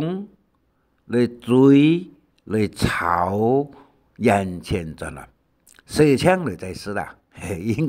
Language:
Hakka Chinese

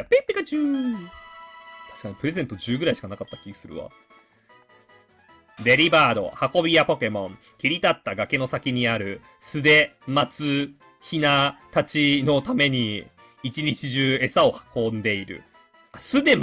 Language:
Japanese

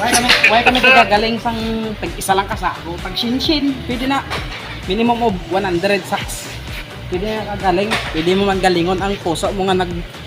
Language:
Hiligaynon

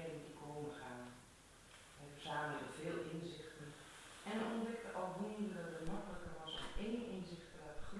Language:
Dutch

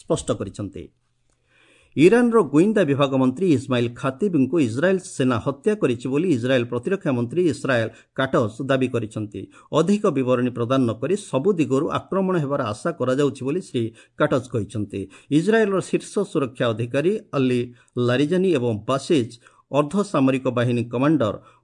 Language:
Odia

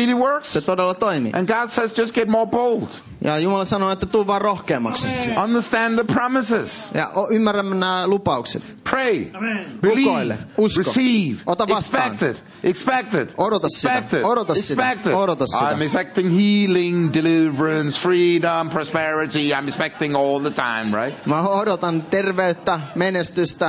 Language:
Finnish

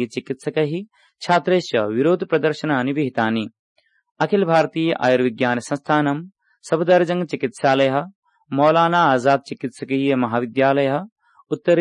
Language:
Sanskrit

